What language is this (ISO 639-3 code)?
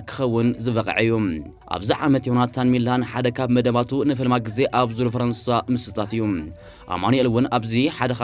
tir